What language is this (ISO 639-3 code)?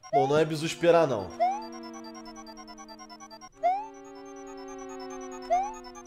por